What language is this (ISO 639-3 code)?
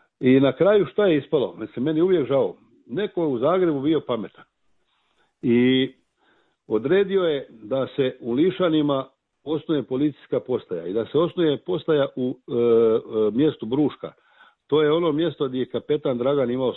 srp